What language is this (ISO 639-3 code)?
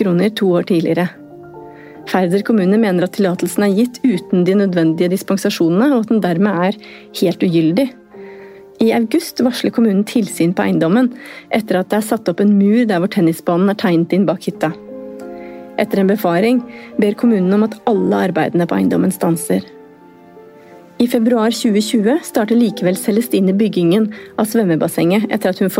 nor